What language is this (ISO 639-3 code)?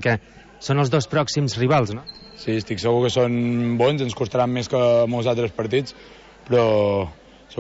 cat